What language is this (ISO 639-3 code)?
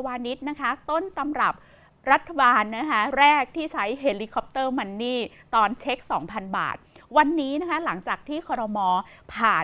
tha